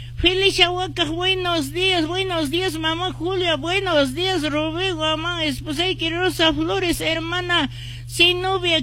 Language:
Quechua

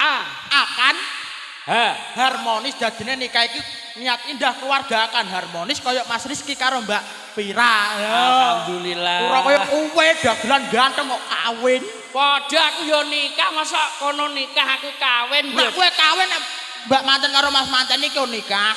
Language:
Javanese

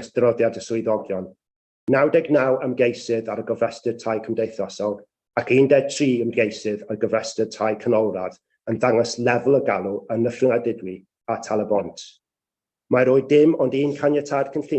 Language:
Welsh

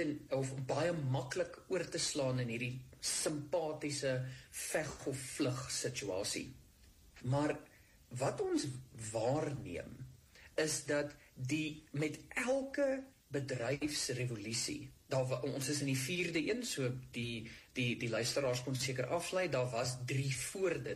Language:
Afrikaans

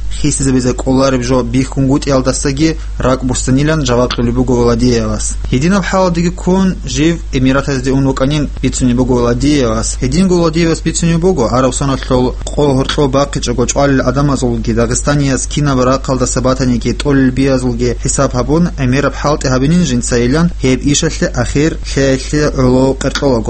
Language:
Avaric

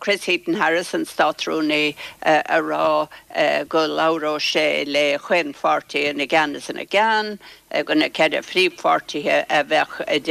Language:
Irish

